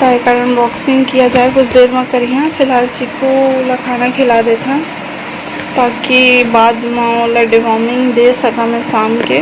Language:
Chhattisgarhi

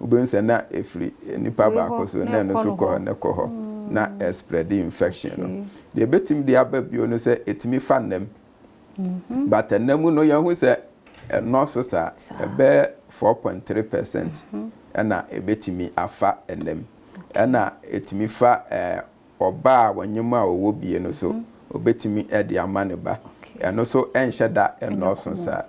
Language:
Akan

